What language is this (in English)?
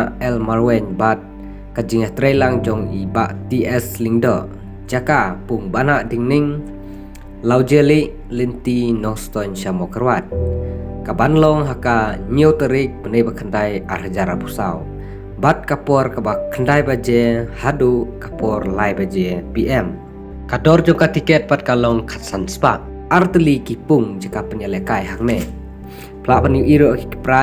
Khasi